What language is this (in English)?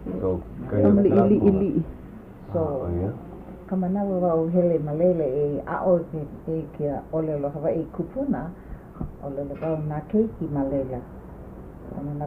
Hawaiian